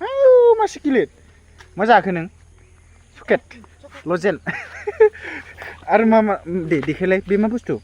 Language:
Bodo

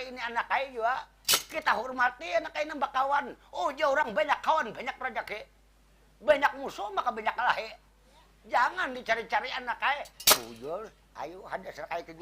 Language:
Banjar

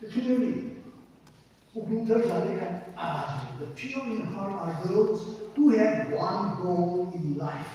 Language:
Tangkhul Naga (India)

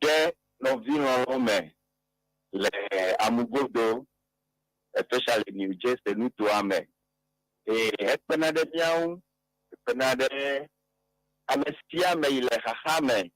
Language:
Ewe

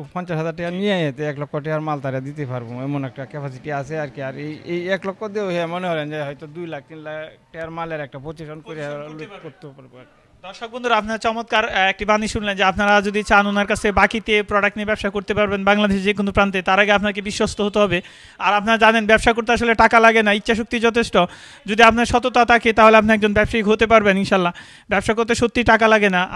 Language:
Bangla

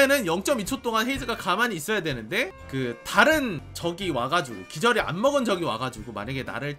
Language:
Korean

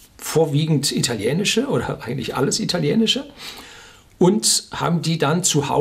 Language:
German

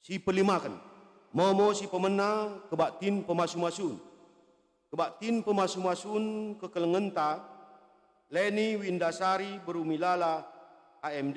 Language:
Batak Karo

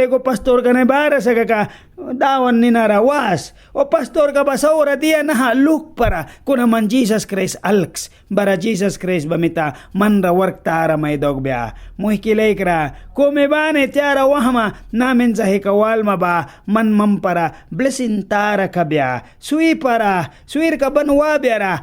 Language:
Mískito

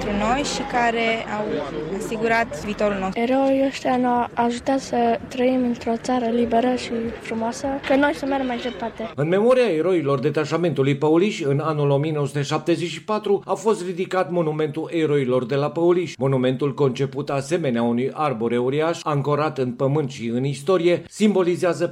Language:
Romanian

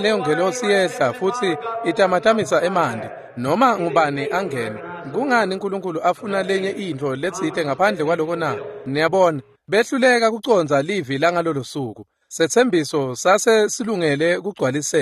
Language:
Swati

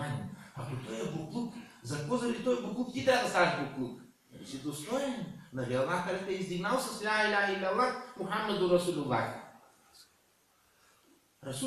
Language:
Bulgarian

